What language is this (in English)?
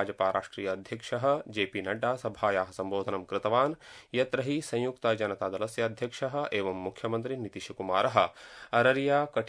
Sanskrit